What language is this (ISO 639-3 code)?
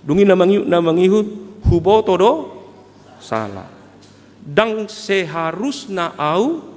bbc